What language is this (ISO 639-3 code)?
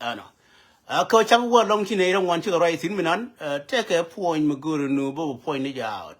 nus